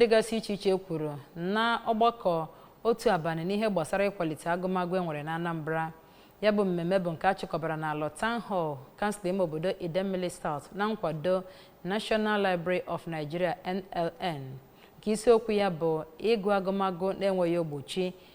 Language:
Igbo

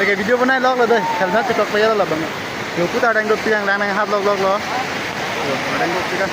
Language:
Karbi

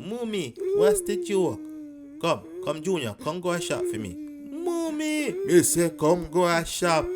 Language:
Jamaican Creole English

